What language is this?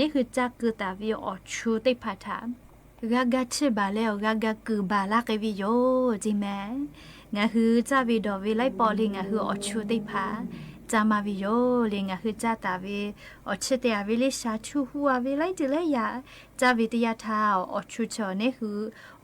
Lahu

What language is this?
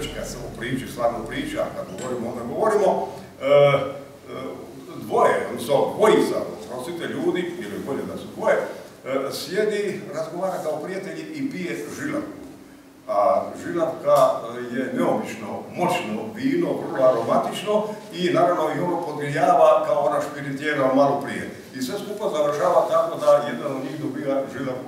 Croatian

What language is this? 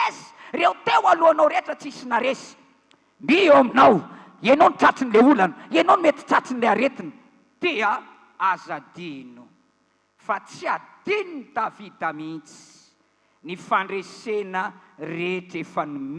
Malagasy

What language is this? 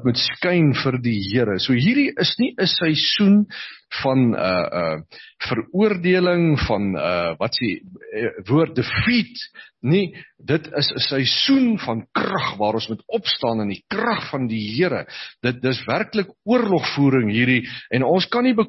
Afrikaans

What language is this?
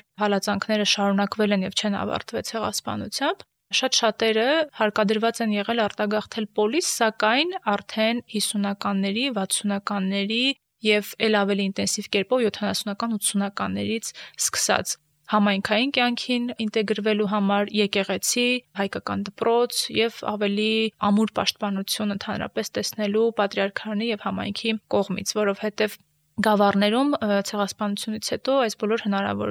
Armenian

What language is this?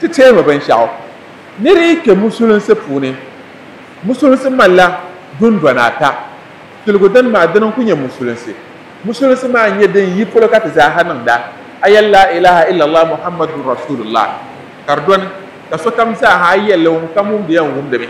Dagbani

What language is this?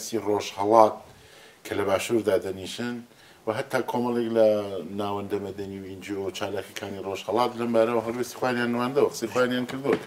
Central Kurdish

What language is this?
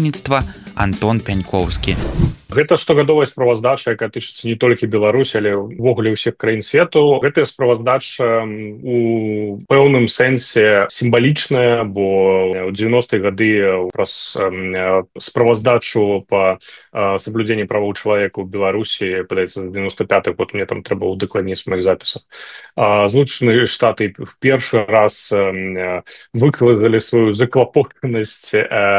Belarusian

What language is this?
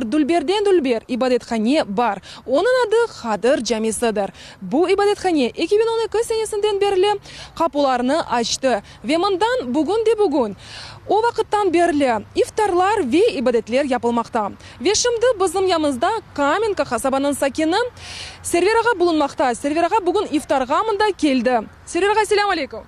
Crimean Tatar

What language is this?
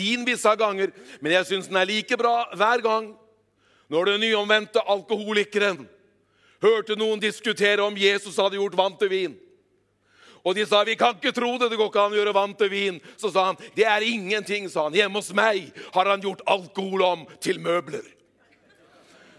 Norwegian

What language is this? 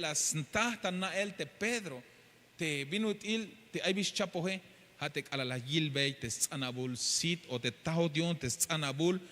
Tzeltal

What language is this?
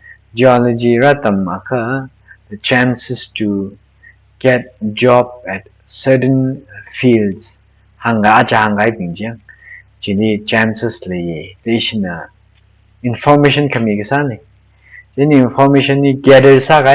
Tangkhul Naga (India)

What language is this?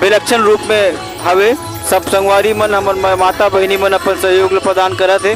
Chhattisgarhi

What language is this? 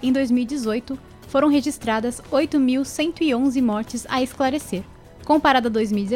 Portuguese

